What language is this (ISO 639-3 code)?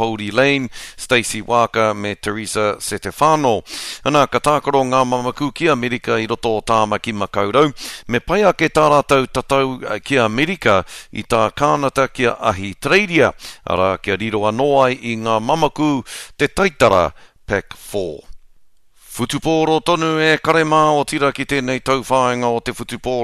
mri